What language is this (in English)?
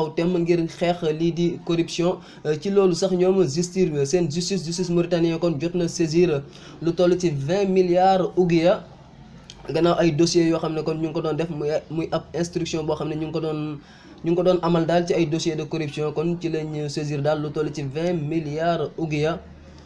Wolof